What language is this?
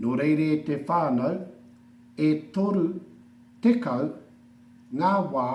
Māori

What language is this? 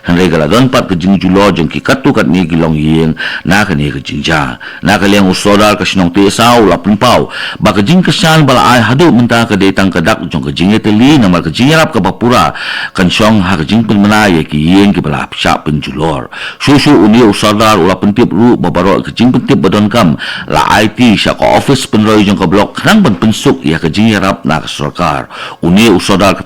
Khasi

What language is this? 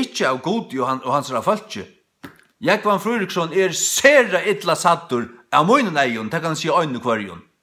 Faroese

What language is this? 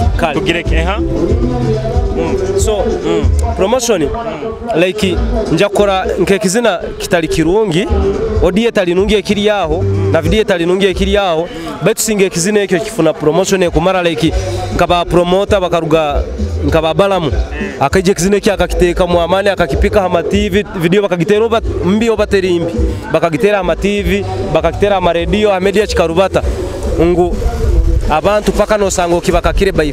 Nyoro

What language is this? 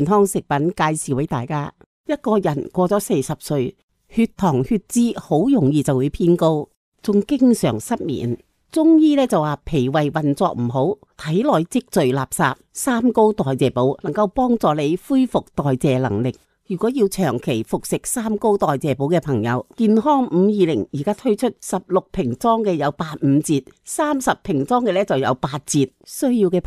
Cantonese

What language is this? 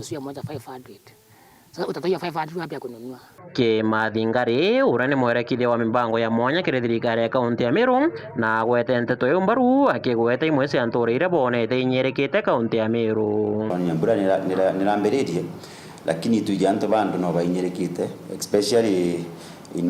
Meru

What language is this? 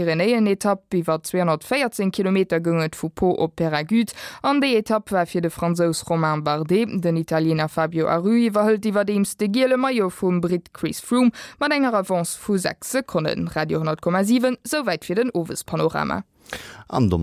Luxembourgish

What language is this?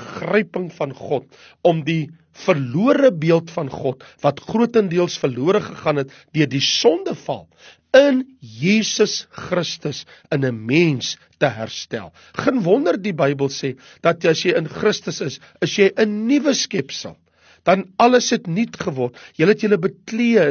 Afrikaans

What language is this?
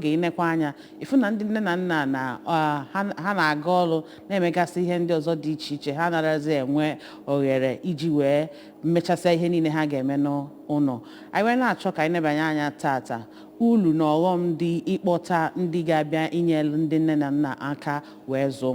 Igbo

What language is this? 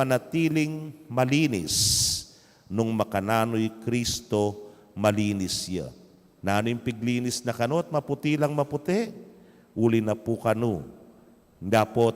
Pampanga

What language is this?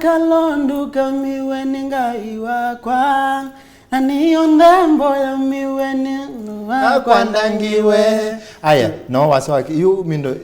Kamba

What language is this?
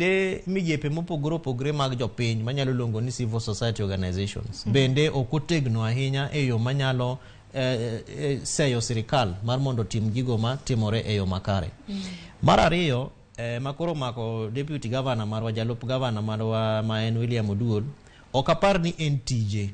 Luo (Kenya and Tanzania)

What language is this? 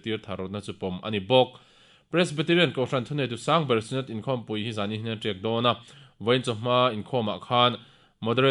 Mizo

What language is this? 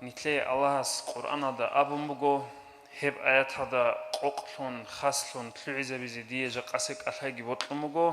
Avaric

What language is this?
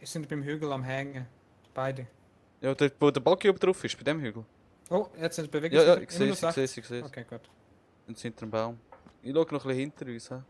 Swiss German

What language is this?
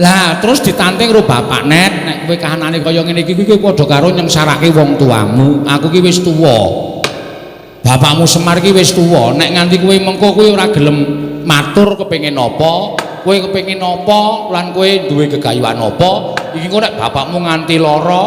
Javanese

